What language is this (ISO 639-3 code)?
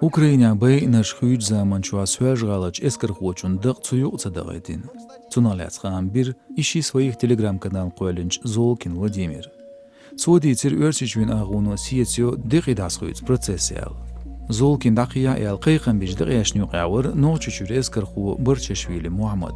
che